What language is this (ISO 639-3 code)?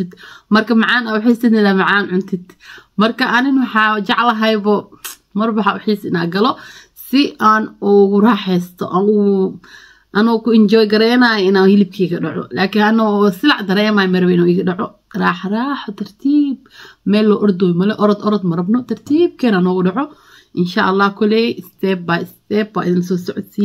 som